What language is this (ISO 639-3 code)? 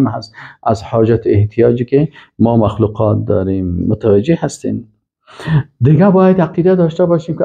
fas